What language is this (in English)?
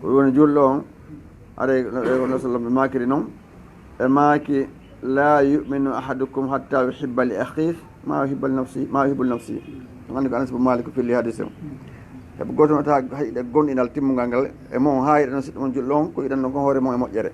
Fula